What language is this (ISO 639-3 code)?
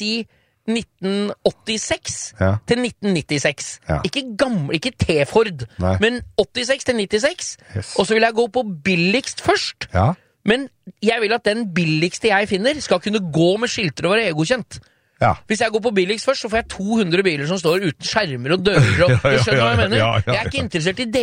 nor